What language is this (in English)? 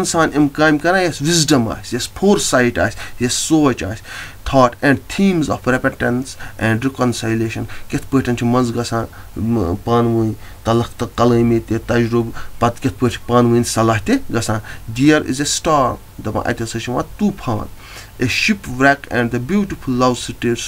Kashmiri